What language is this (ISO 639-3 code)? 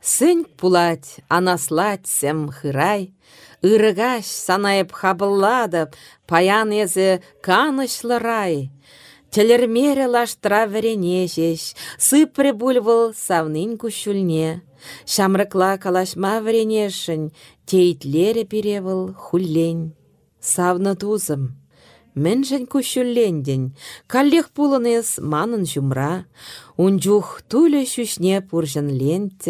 chv